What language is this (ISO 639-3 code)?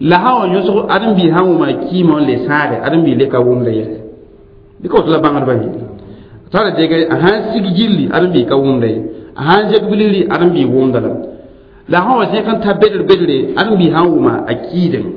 mos